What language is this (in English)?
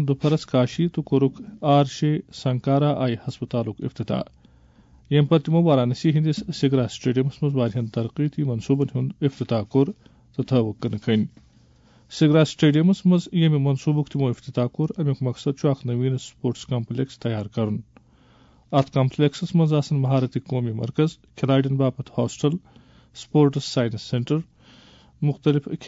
Kashmiri